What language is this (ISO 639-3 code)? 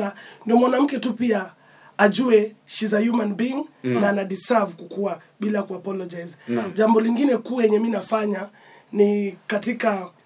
swa